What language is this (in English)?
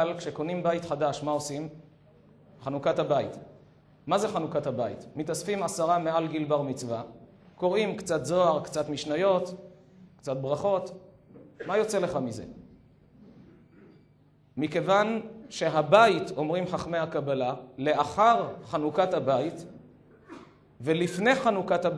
Hebrew